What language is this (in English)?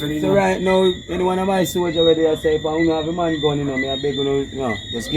Jamaican Creole English